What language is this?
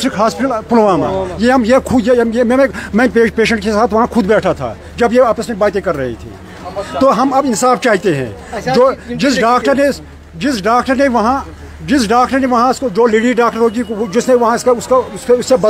Urdu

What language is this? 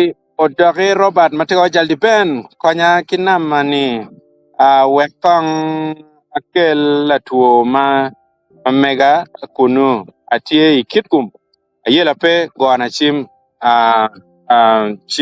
Acoli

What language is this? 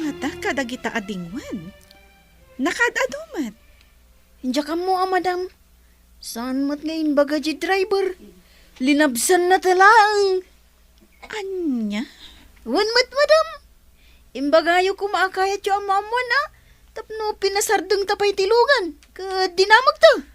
Iloko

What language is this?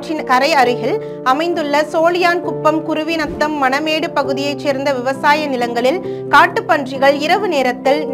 Tamil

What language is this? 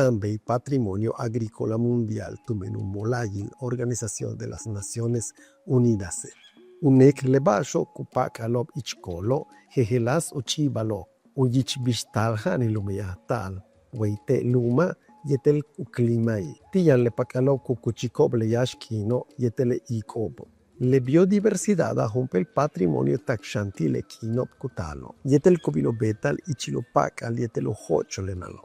Yucateco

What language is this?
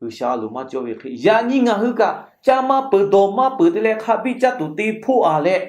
Lahu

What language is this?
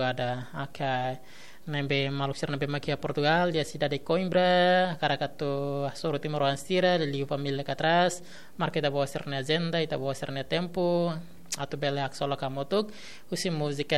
Tetum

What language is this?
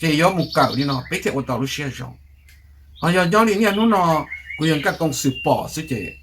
Hmong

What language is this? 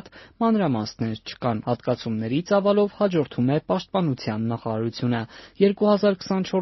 Armenian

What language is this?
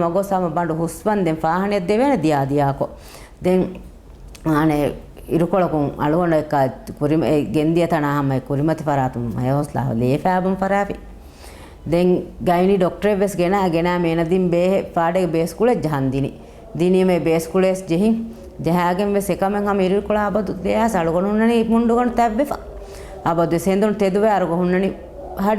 Divehi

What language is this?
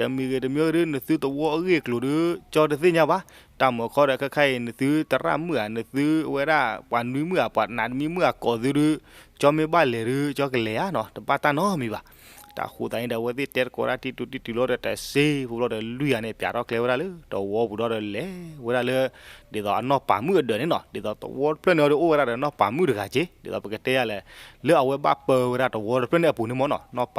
S'gaw Karen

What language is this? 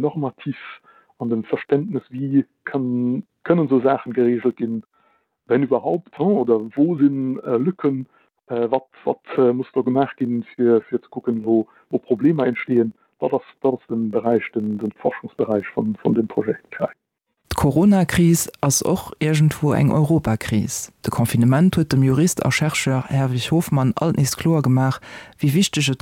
Luxembourgish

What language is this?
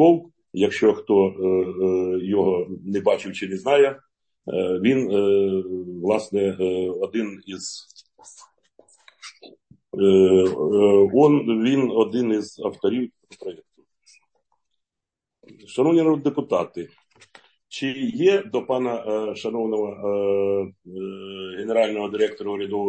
Ukrainian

